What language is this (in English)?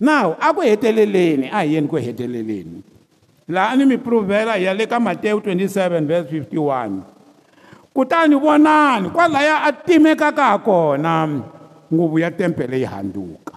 Tsonga